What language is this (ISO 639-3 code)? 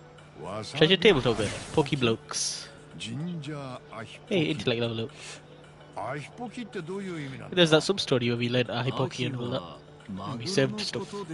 jpn